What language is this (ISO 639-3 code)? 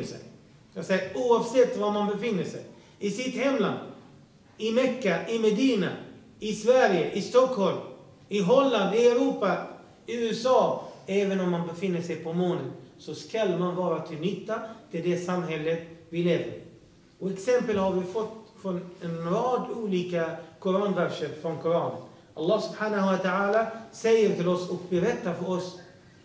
swe